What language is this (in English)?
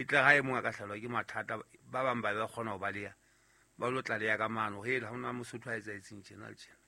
Southern Sotho